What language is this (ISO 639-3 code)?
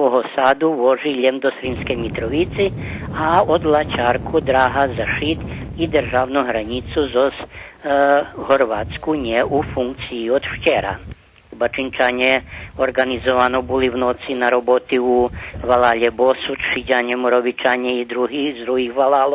rue